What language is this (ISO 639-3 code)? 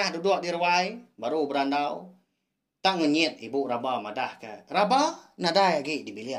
iba